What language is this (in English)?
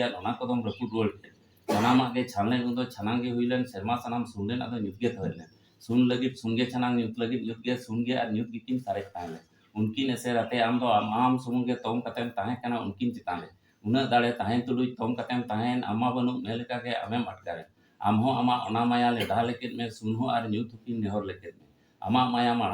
Santali